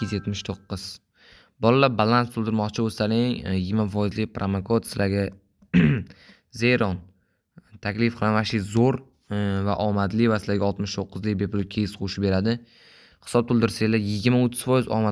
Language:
Uzbek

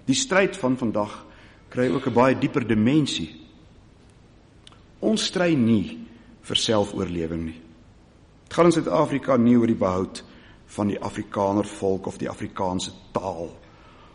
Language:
Afrikaans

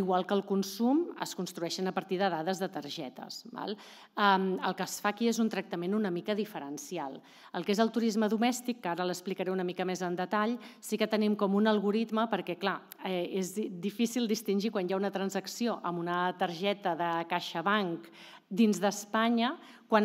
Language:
Catalan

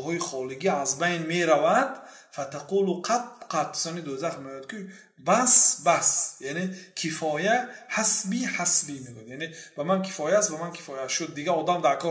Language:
Persian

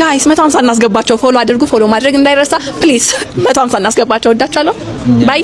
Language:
Amharic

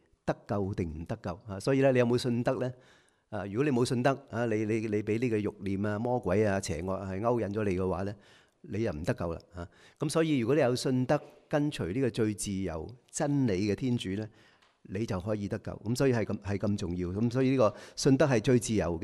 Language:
Cantonese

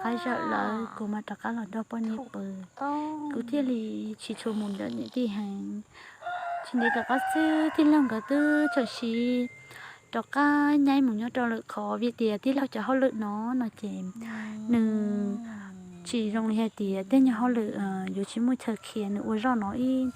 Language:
Hmong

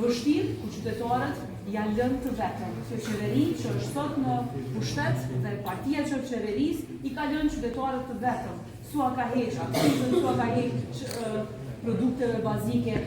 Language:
Albanian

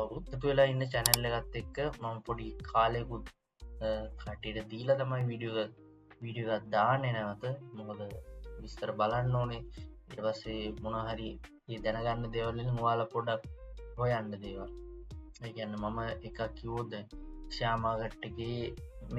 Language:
Sinhala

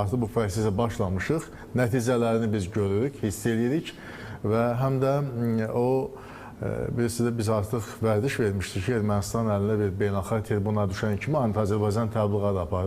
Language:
Azerbaijani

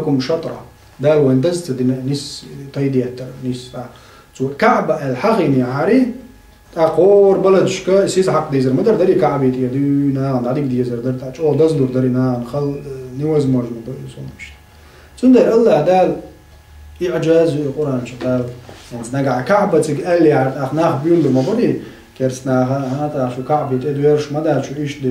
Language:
Chechen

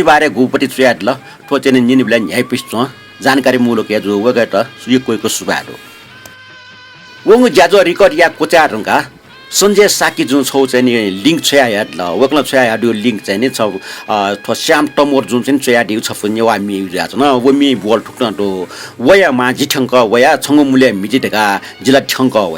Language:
Newari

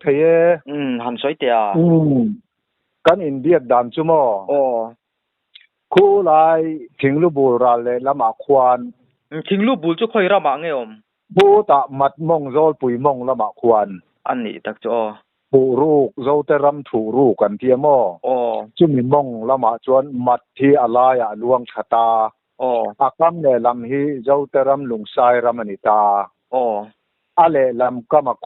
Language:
Mizo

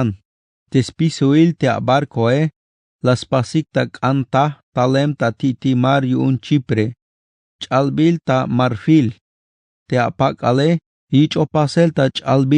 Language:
Tzeltal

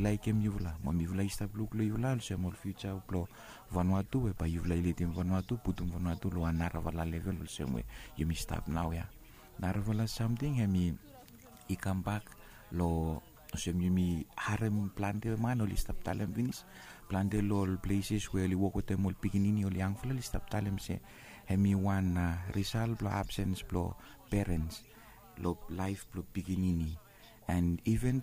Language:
Bislama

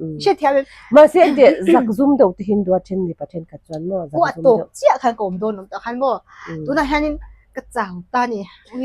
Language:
Mizo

